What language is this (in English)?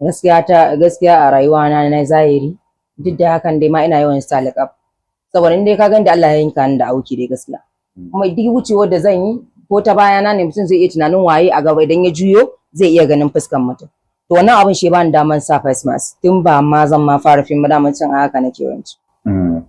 Hausa